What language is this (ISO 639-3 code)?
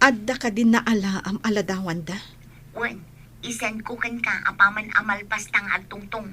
ilo